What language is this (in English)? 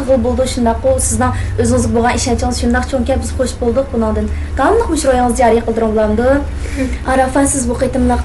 Uyghur